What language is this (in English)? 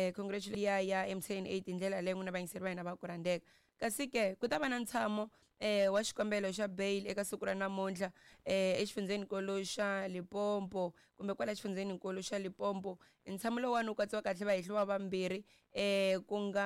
Tsonga